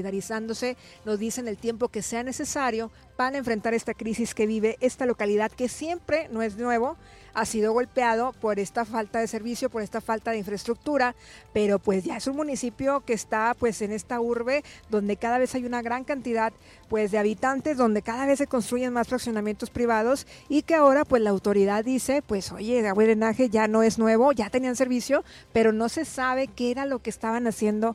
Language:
Spanish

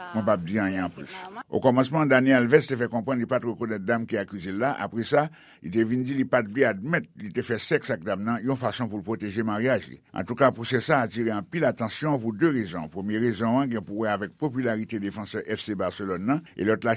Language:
Haitian Creole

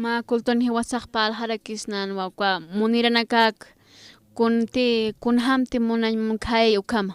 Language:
Aymara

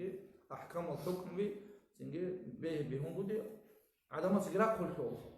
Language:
Avaric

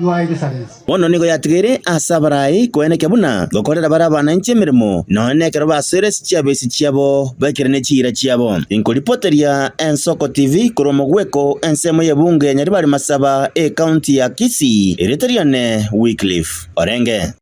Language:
Gusii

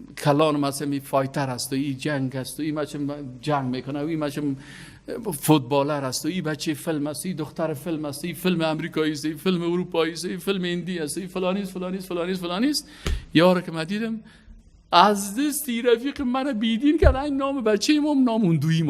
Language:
Persian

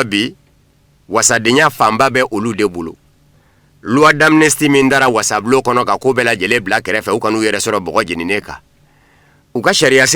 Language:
Bambara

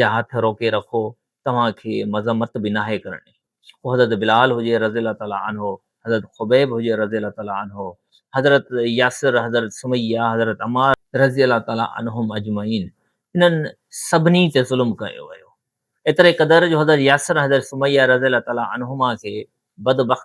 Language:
Sindhi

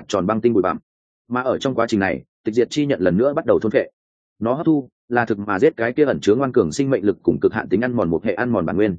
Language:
Vietnamese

